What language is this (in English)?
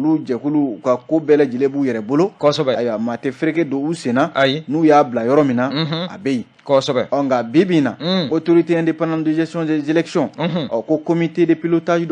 Bambara